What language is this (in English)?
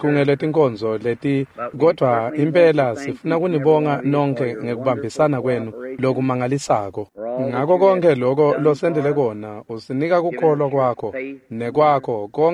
Swati